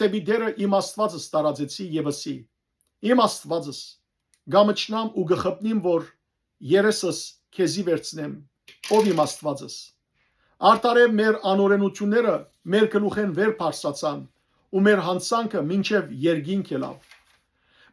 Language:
Western Armenian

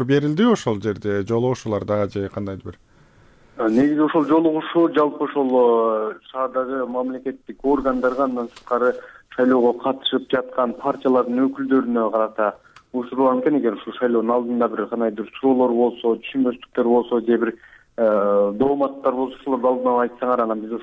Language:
Kyrgyz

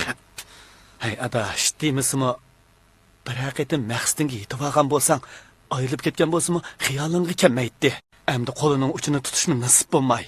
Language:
Uyghur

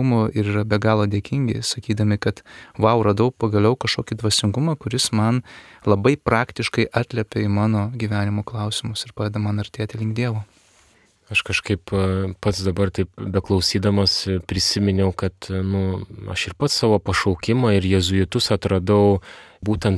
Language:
Lithuanian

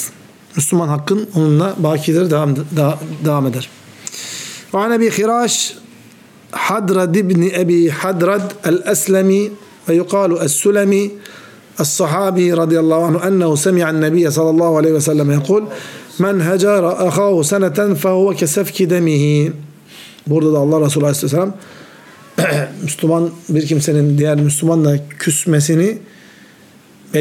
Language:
Turkish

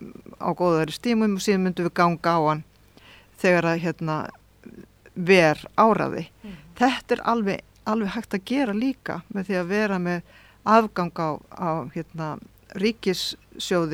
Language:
Icelandic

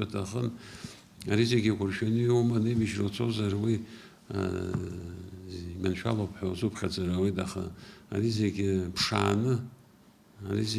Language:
Abkhazian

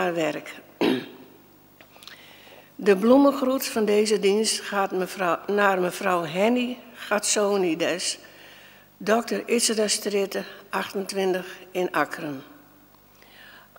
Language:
Dutch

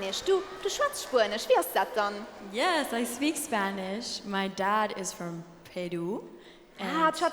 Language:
Luxembourgish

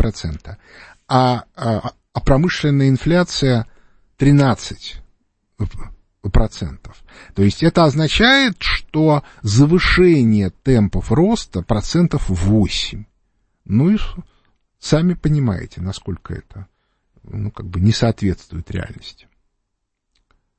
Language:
Russian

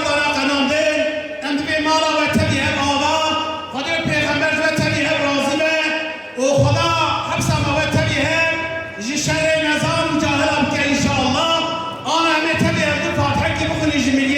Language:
Kurdish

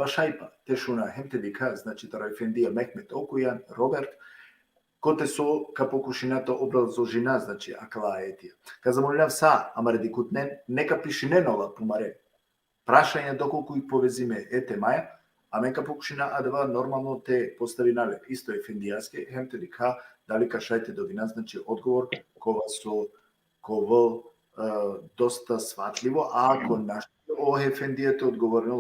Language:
Balkan Romani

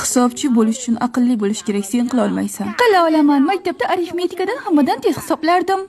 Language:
Uzbek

